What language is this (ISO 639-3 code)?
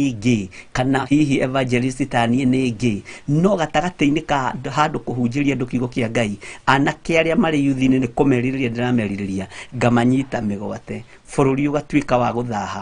kik